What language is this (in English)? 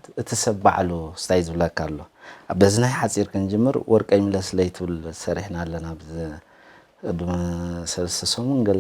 Tigrinya